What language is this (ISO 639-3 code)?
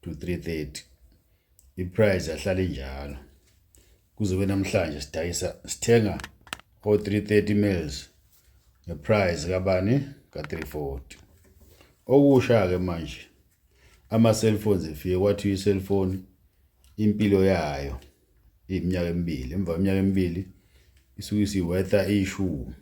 zul